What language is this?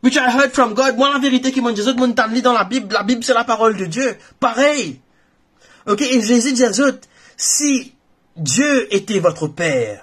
Morisyen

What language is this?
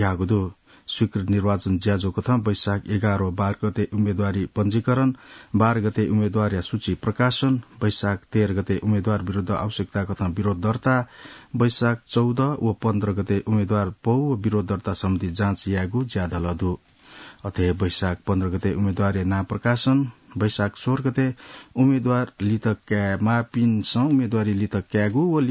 Newari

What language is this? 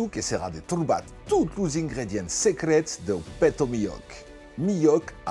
Occitan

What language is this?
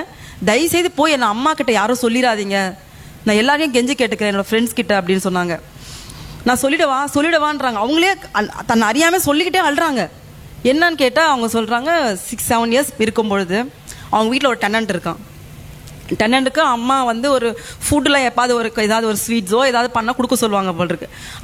Tamil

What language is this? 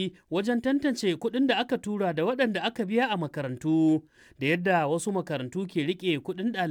Hausa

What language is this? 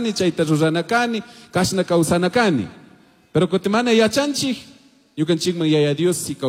Chimborazo Highland Quichua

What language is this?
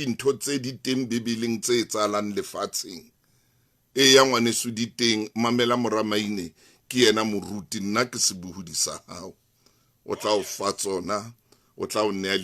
Southern Sotho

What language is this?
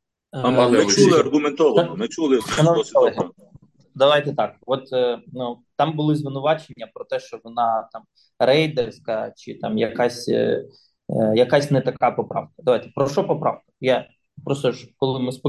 Ukrainian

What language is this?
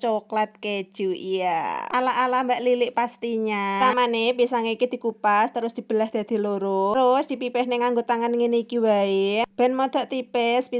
Javanese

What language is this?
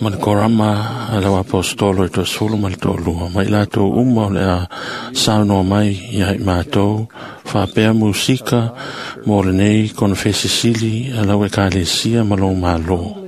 Samoan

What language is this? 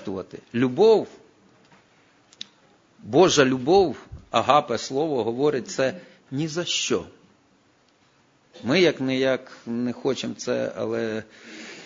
Ukrainian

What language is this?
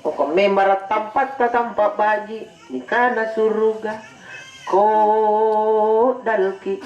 Makasar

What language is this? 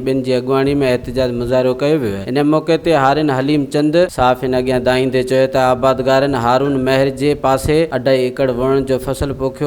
Sindhi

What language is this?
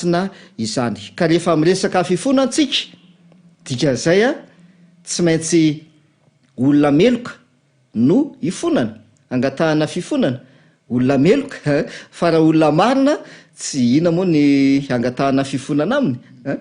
Malagasy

